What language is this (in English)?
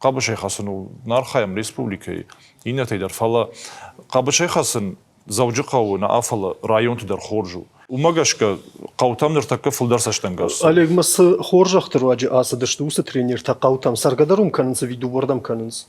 Ossetic